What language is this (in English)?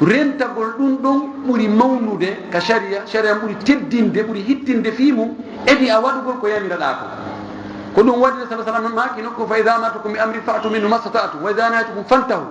Fula